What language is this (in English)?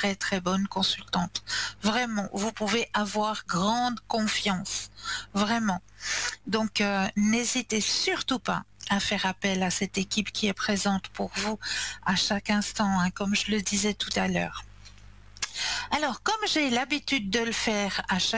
French